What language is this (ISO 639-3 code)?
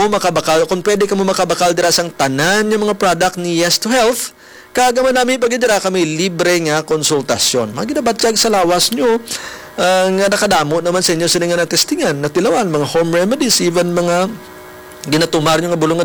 hil